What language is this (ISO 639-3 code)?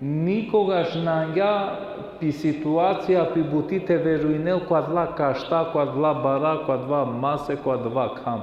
rmn